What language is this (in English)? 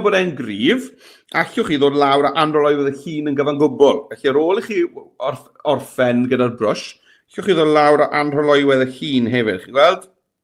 Welsh